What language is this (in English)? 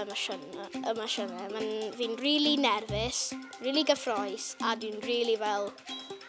Welsh